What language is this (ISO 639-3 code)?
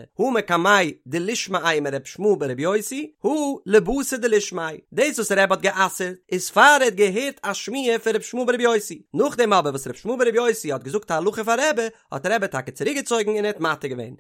yid